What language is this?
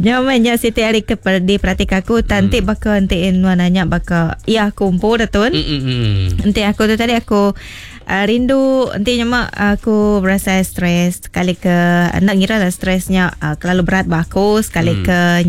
Iban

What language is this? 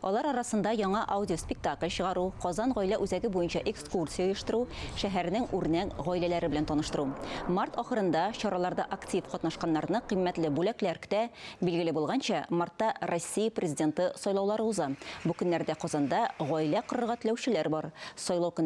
Tatar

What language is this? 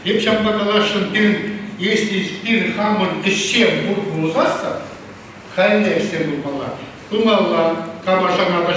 Chuvash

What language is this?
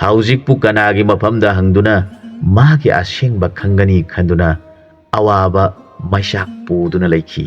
Manipuri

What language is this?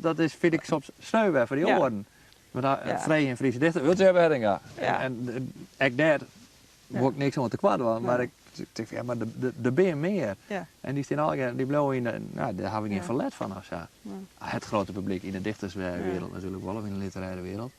Western Frisian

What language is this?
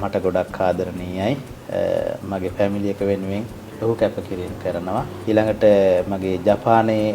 Sinhala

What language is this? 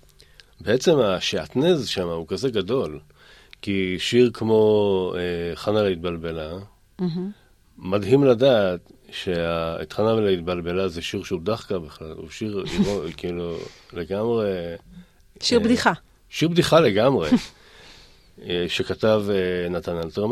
Hebrew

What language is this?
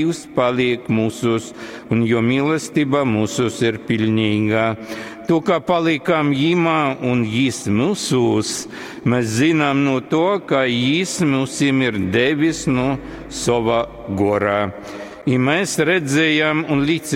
Latgalian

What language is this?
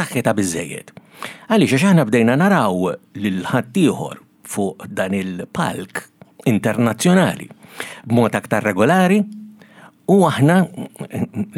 Maltese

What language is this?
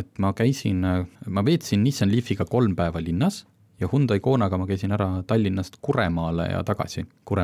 Estonian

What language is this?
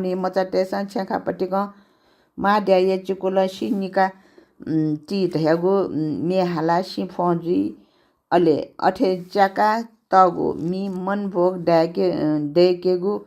Newari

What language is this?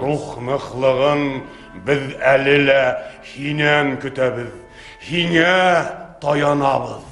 Bashkir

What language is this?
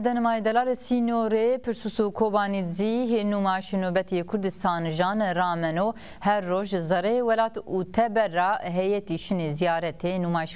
Zaza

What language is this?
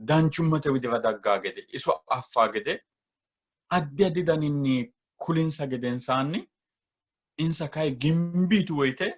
Sidamo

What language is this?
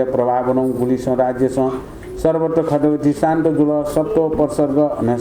Newari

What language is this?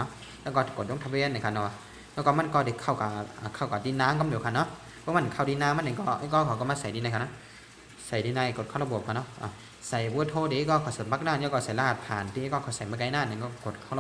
Shan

